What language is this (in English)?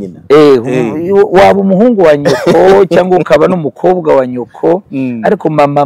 Kinyarwanda